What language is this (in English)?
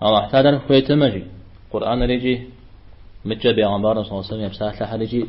Kabardian